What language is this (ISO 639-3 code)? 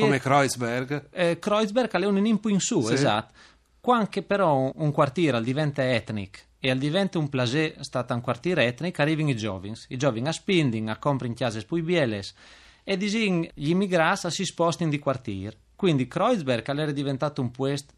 fur